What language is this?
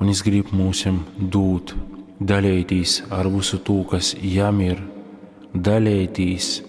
Latgalian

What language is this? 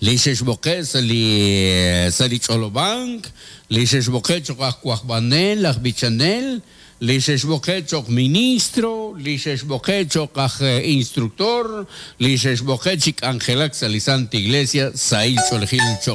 Kekchí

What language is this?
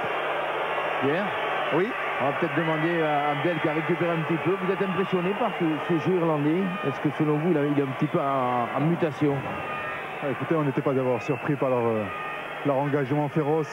French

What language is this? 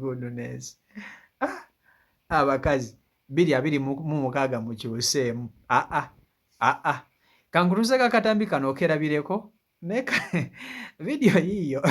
Ganda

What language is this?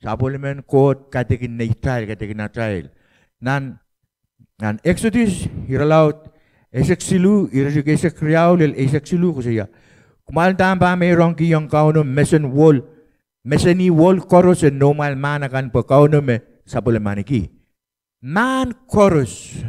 Pohnpeian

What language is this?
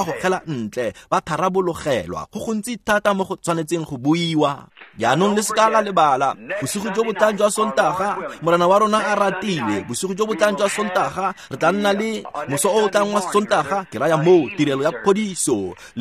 Tswana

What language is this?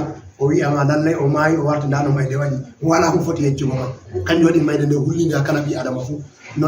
Fula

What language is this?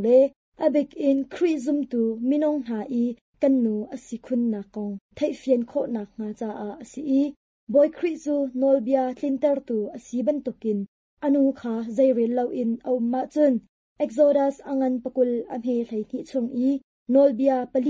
Hakha Chin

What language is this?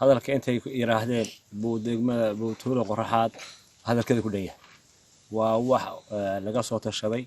Somali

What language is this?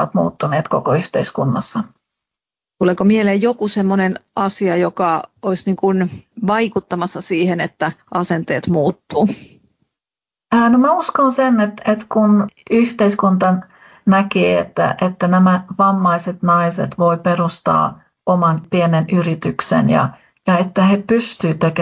Finnish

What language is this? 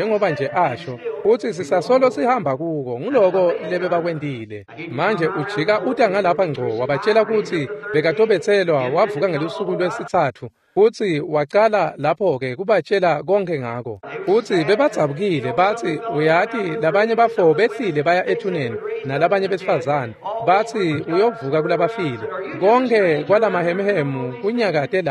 Swati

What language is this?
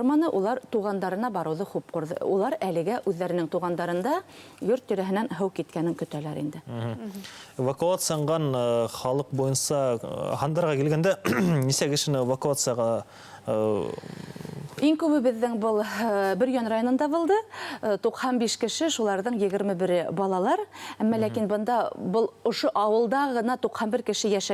Bashkir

